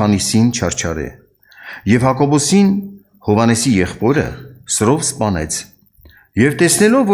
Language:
Armenian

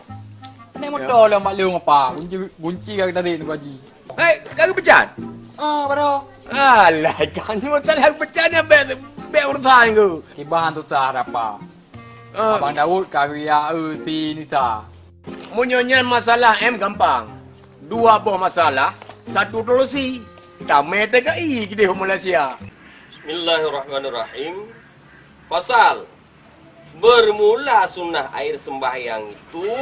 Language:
Achinese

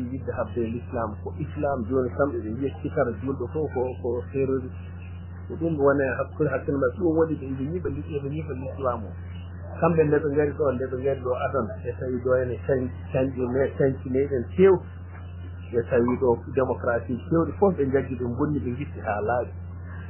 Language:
Fula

